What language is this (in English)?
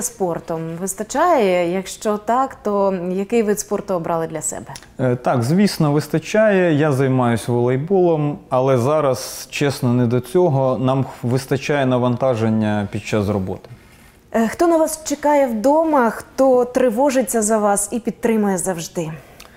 Ukrainian